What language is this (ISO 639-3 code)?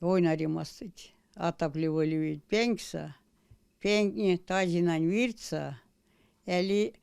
myv